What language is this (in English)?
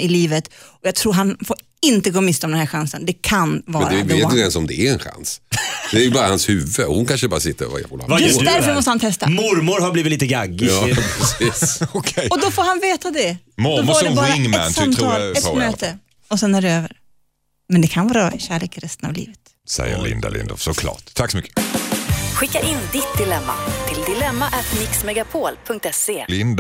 Swedish